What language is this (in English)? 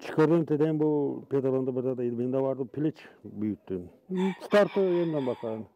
Gagauz